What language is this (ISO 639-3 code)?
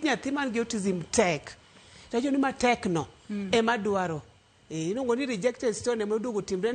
luo